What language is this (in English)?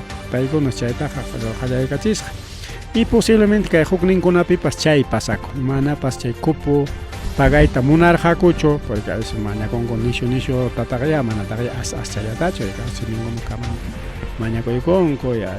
Ayacucho Quechua